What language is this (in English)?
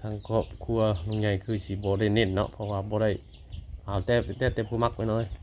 Northeastern Thai